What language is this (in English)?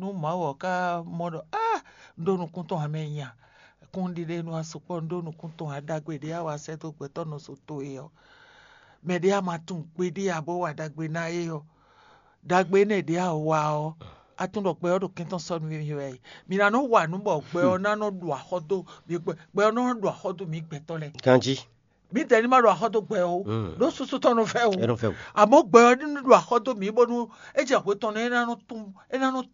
Fon